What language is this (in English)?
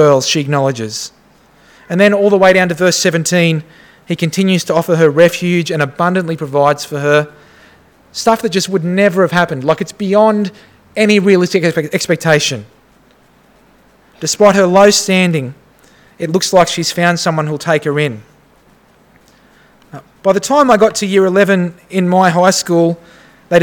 English